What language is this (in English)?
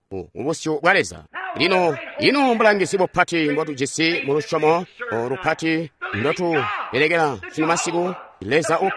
Tonga (Zambia)